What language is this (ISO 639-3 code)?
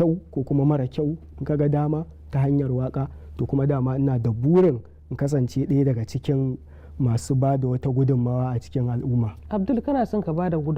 hau